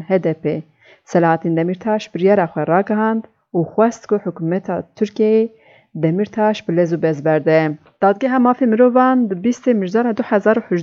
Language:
Kurdish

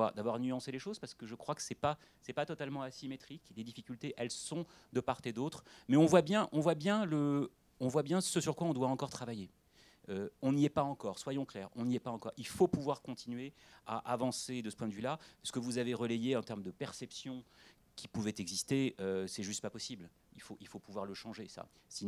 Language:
French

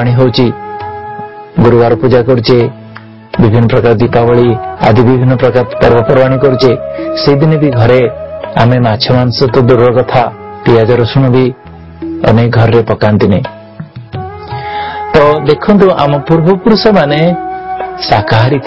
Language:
Odia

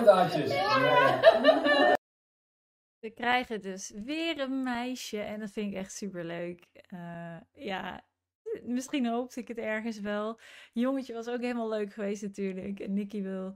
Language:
Dutch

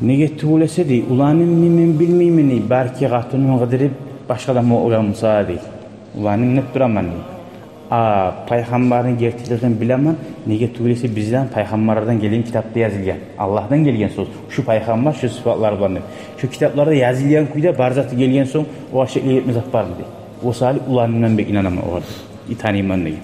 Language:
Kumyk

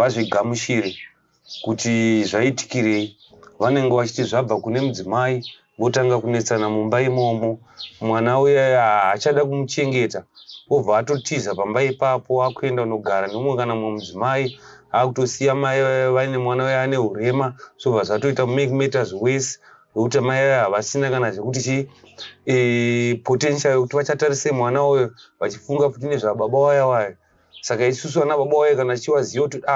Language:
Shona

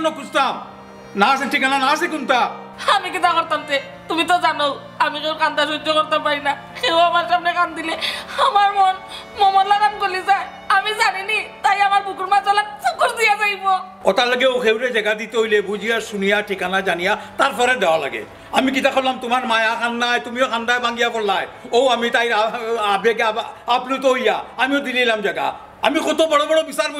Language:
Sylheti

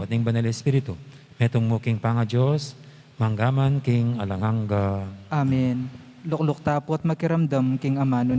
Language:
Pampanga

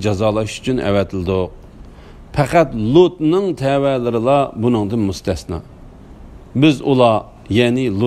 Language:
Uyghur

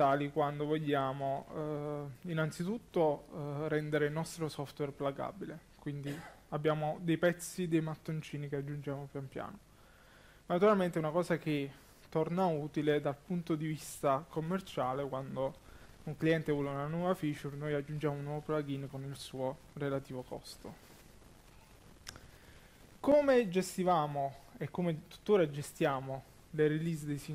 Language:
Italian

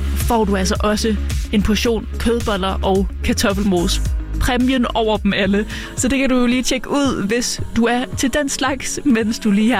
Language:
Danish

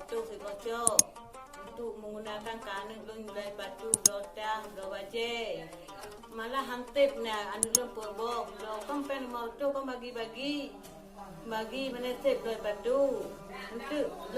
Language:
Achinese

